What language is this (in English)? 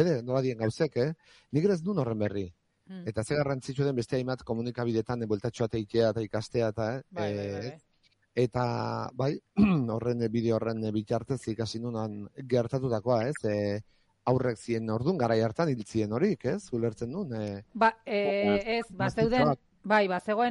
Basque